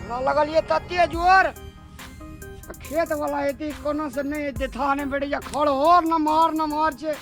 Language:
Maithili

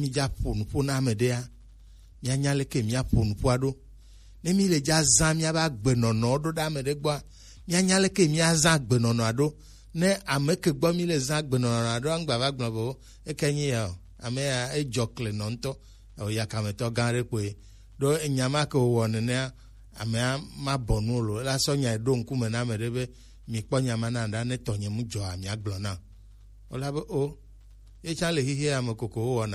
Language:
Gen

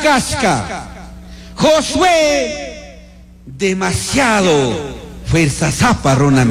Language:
Chimborazo Highland Quichua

